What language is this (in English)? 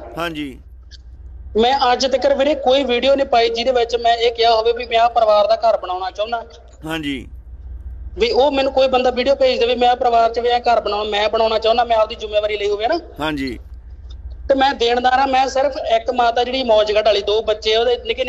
Punjabi